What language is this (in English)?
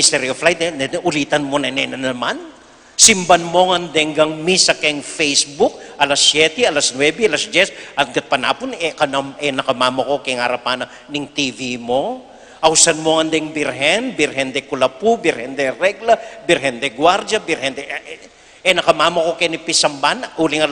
Pampanga